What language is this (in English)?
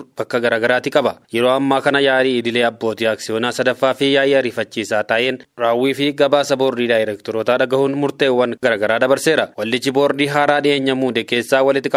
Oromo